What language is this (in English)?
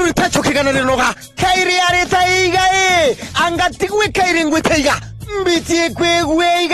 Meru